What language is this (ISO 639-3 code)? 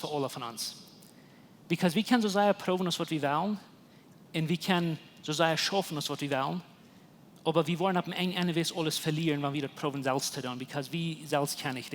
pdt